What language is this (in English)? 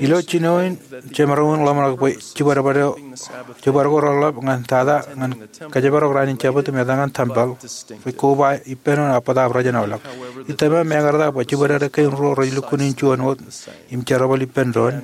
Marshallese